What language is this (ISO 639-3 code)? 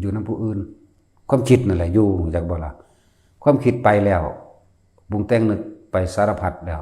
tts